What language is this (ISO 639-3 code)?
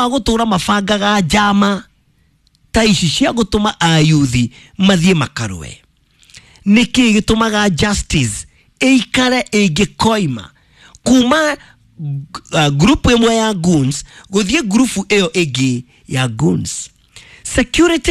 kik